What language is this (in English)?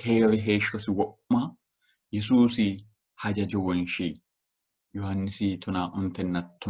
Sidamo